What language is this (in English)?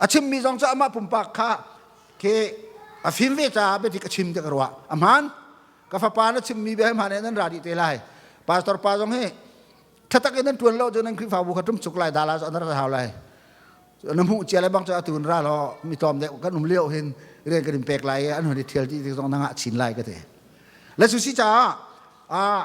Hakha Chin